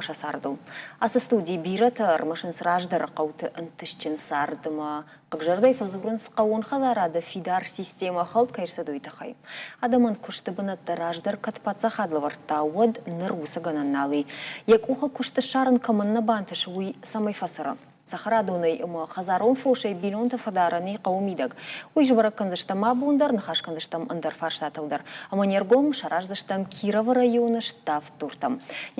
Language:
Ossetic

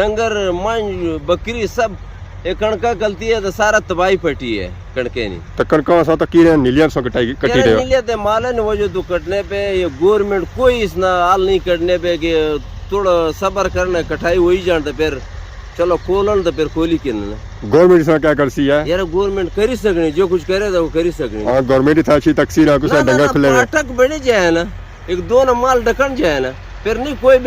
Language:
Pahari-Potwari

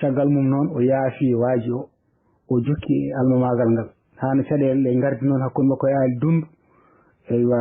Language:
Fula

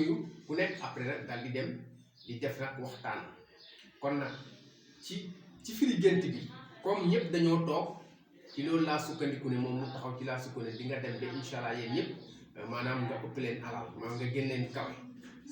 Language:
Wolof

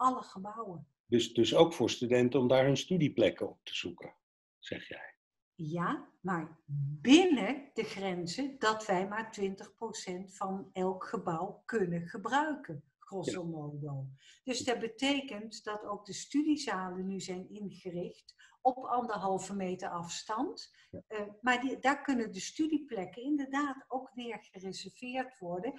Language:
Dutch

